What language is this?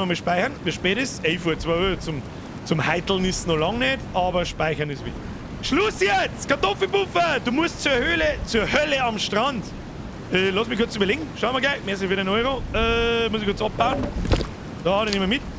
Bavarian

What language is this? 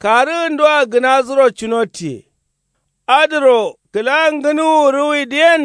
Kanuri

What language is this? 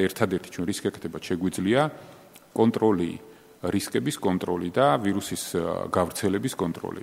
Georgian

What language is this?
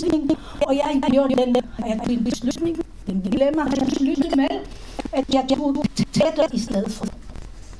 Danish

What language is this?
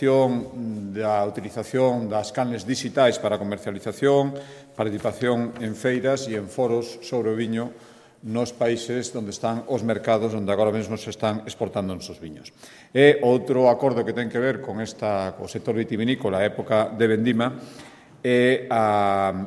Galician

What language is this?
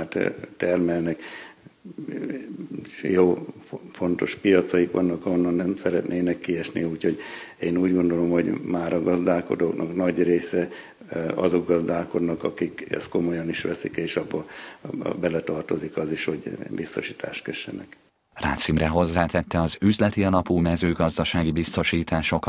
Hungarian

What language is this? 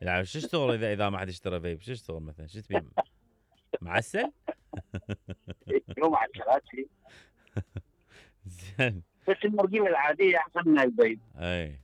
Mesopotamian Arabic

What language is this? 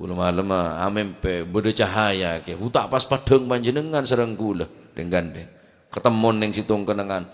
Madurese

